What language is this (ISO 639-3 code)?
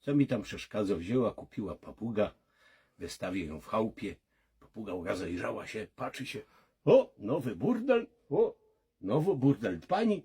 szl